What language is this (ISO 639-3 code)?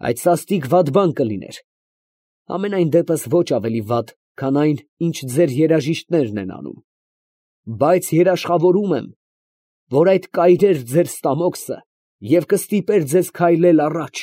hye